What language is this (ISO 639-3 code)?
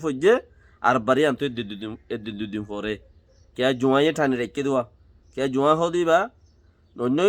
rhg